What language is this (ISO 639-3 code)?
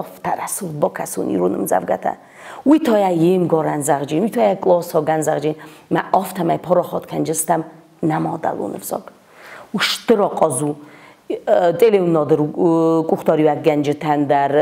oss